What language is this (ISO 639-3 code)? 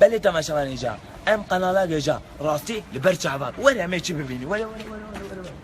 kur